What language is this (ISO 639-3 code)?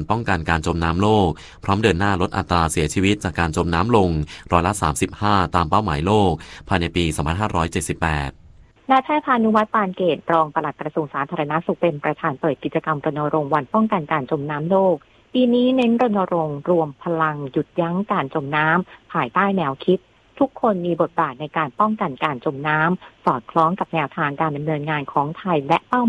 tha